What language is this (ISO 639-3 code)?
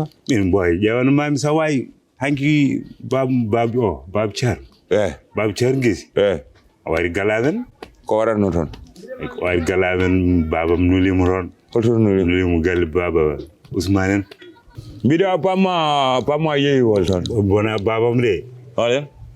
ful